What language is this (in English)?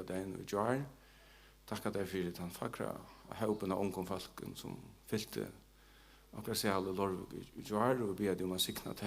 Faroese